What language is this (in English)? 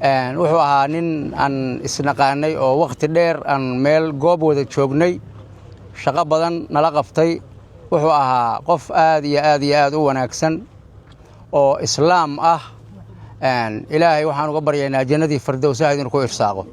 Somali